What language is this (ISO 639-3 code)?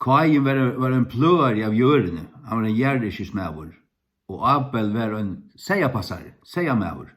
fao